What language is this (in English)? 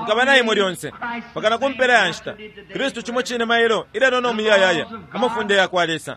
Bemba